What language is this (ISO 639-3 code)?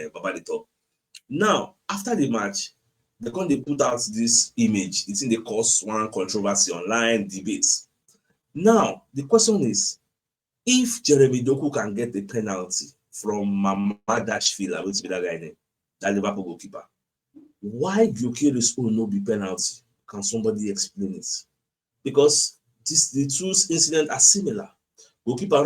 pcm